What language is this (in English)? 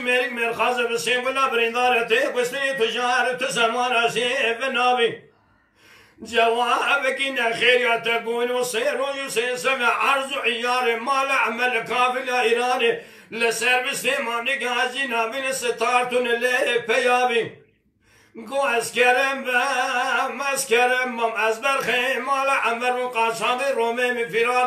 Kurdish